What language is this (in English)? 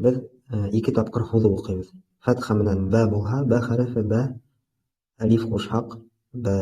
Bashkir